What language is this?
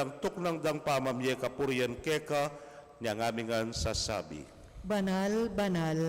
Pampanga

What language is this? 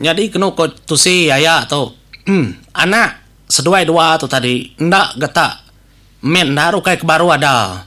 Iban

